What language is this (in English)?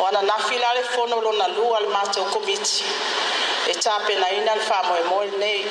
Samoan